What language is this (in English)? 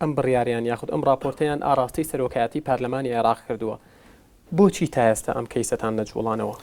Central Kurdish